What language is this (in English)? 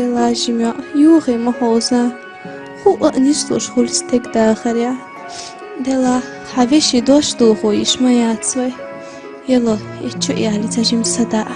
Chechen